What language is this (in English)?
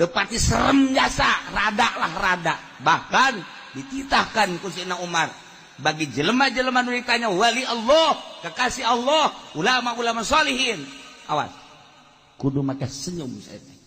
Sundanese